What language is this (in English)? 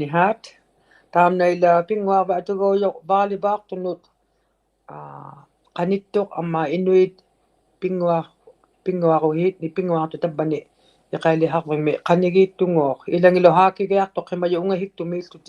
Inuktitut